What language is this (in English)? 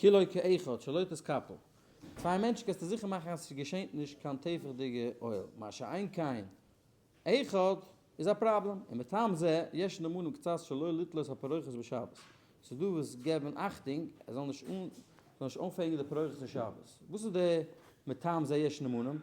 Yiddish